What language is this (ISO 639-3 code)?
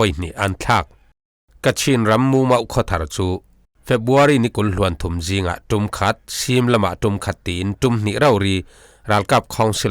cfm